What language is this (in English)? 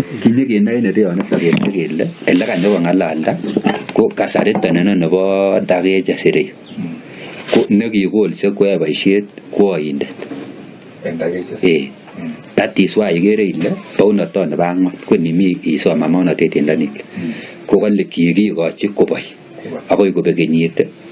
Kalenjin